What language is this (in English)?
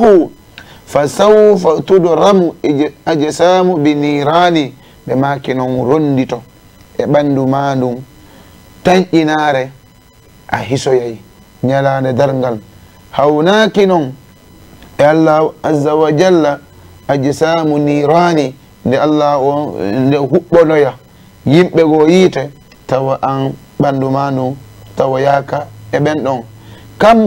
Fula